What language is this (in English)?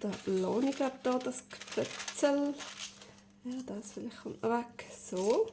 Swiss German